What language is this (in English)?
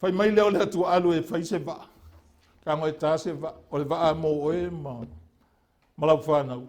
Samoan